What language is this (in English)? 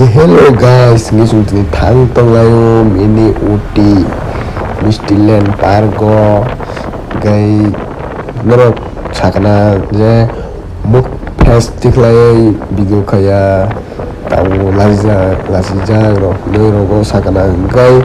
Kok Borok